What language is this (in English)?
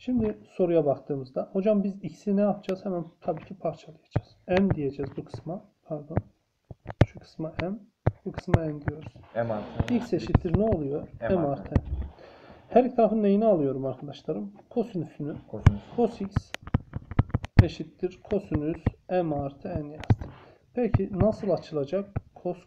Turkish